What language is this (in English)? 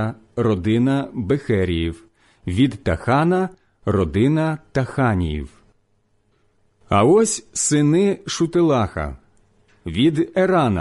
Ukrainian